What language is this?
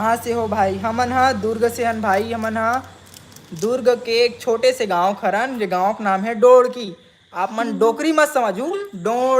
Chhattisgarhi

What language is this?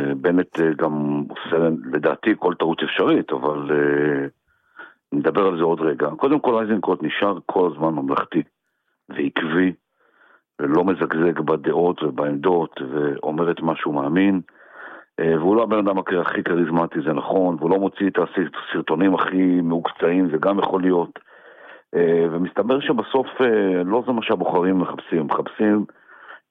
Hebrew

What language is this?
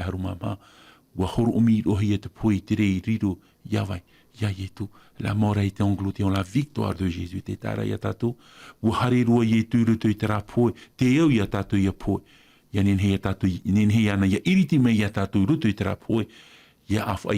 Tahitian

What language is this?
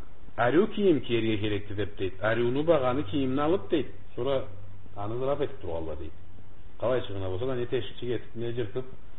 Karachay-Balkar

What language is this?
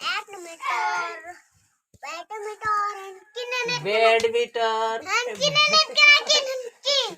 Santali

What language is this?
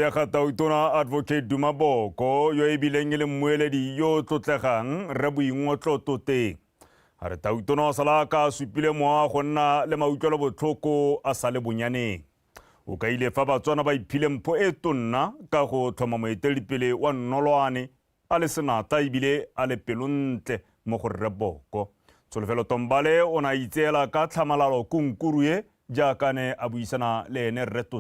Tswana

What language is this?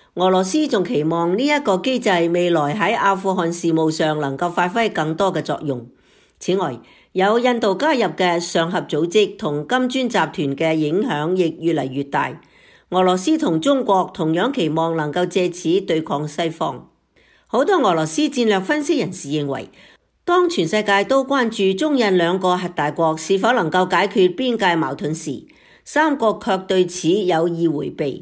Cantonese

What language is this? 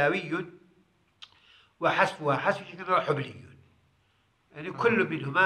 Arabic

